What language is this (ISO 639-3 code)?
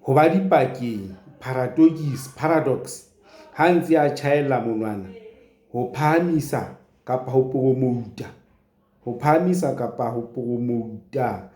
sot